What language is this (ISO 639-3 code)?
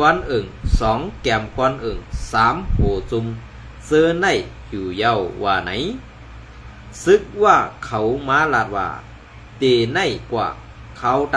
shn